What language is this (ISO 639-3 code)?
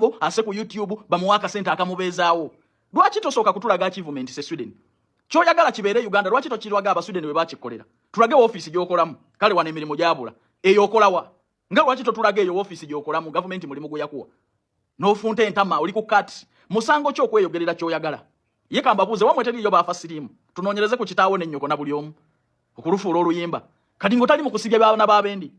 lug